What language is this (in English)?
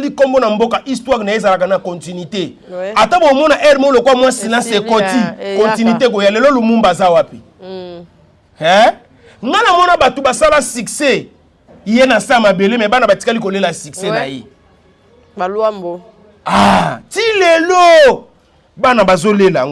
Lingala